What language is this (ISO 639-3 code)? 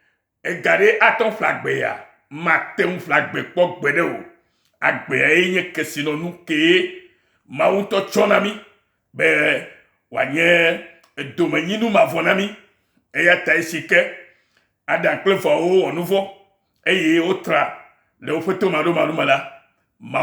ewe